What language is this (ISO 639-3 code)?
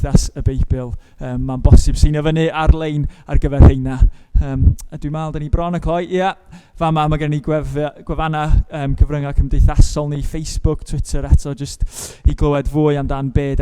cym